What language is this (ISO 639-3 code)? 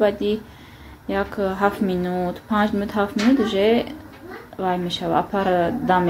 tgk